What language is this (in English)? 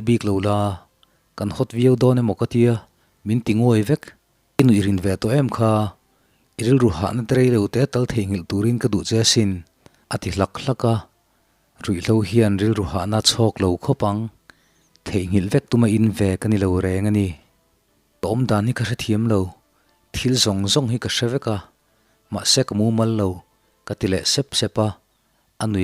Mizo